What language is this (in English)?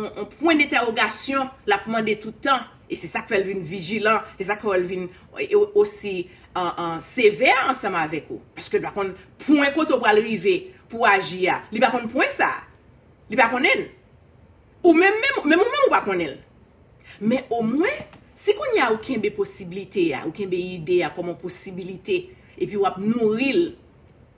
Haitian Creole